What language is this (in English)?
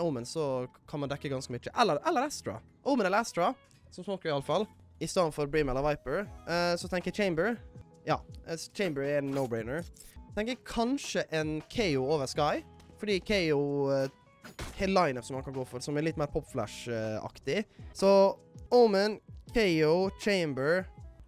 Norwegian